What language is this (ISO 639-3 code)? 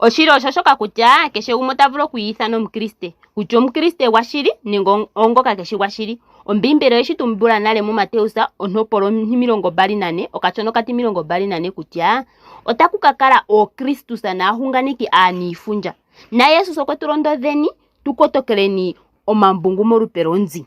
ndo